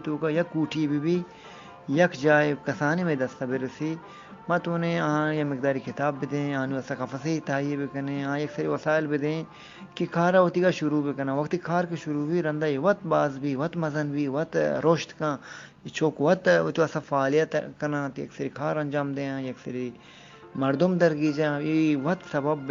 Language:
Eastern Balochi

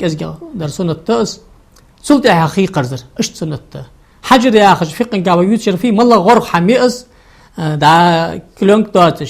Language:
Ingush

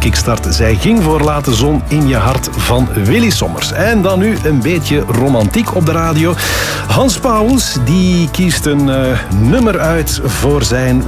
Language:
Dutch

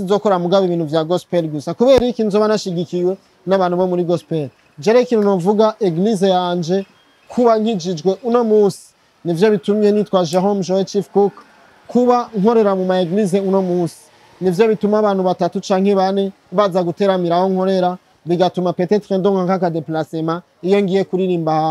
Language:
Rundi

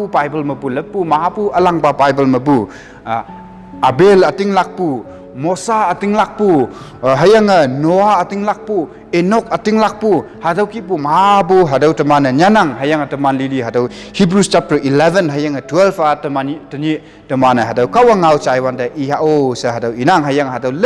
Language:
Konyak Naga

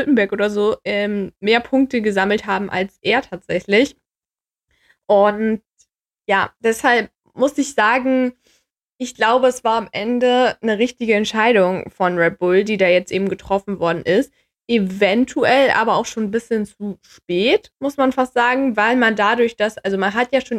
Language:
German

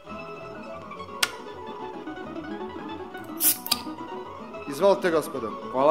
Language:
Serbian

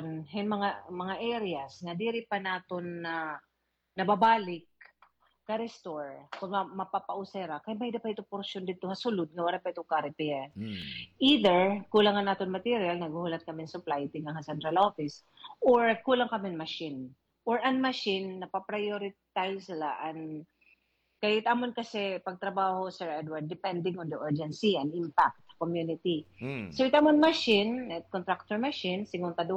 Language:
Waray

